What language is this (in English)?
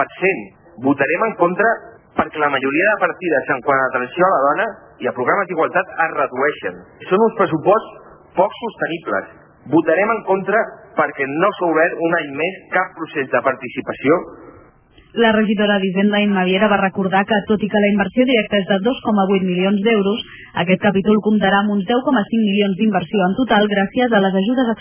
Catalan